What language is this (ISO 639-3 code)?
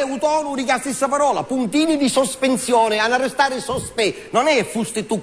scn